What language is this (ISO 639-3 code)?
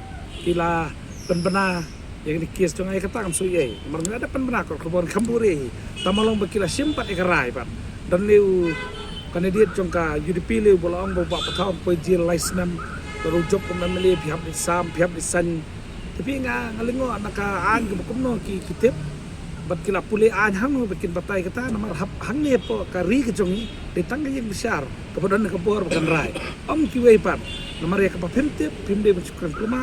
kha